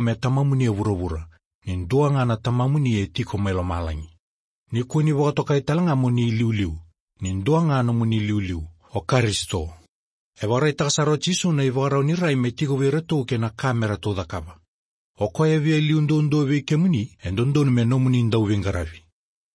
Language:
Fijian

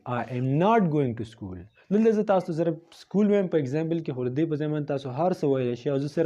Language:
Pashto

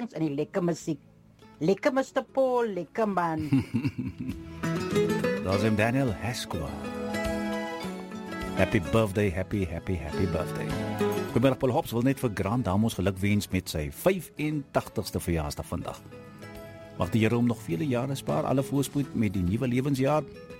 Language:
Afrikaans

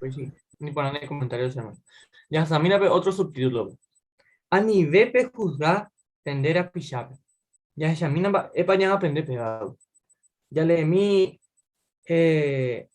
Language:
Guarani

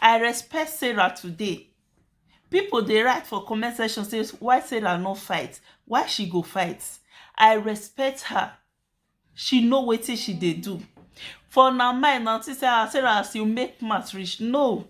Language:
Nigerian Pidgin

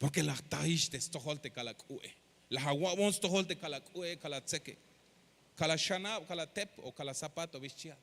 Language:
Tzeltal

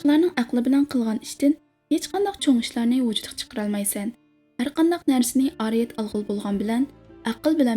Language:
Uyghur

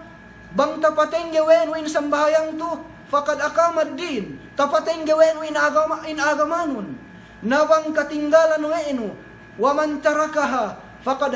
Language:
Yakan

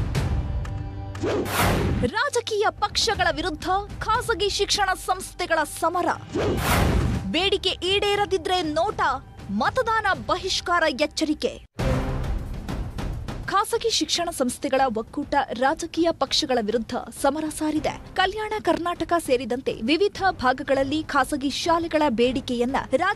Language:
Kannada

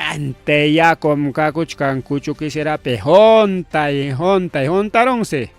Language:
Ayacucho Quechua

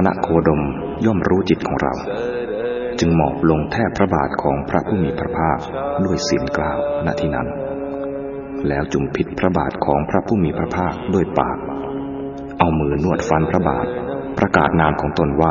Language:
Thai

